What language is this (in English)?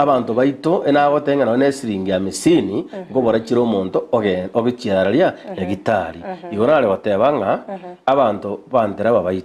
Gusii